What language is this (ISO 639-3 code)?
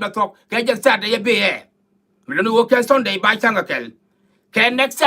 nus